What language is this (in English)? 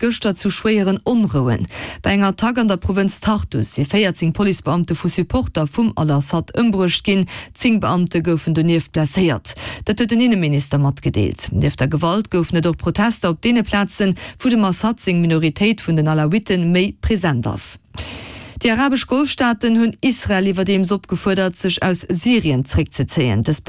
Luxembourgish